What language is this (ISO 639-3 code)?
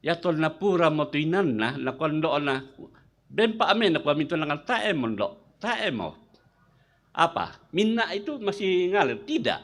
sda